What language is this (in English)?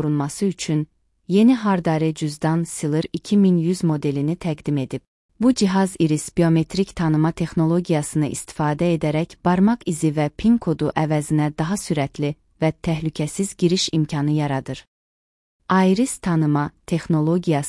Azerbaijani